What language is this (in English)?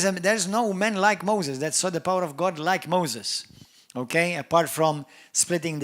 English